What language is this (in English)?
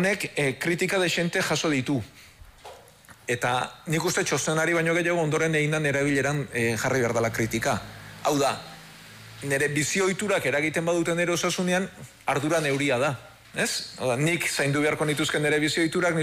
Basque